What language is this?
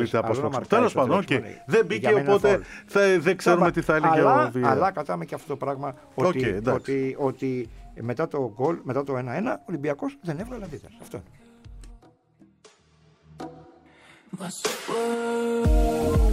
Greek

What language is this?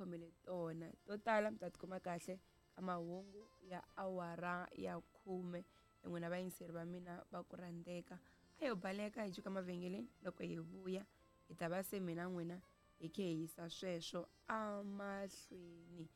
Tsonga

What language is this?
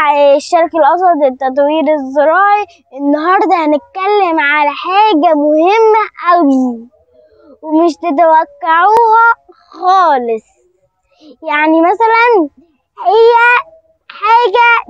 Egyptian Arabic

